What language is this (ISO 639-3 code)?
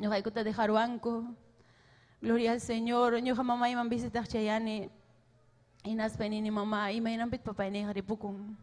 quy